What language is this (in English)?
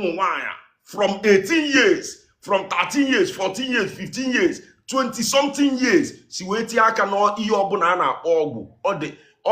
Igbo